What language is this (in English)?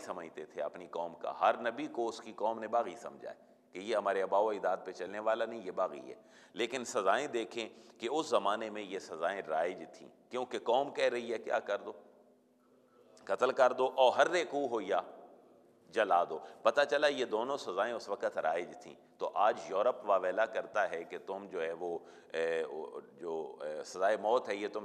Urdu